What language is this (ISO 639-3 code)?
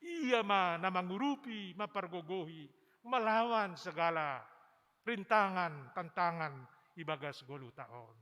bts